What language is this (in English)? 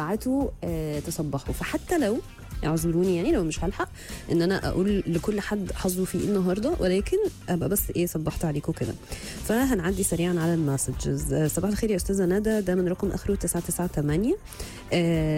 Egyptian Arabic